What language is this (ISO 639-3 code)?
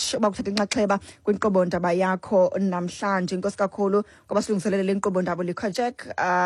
xho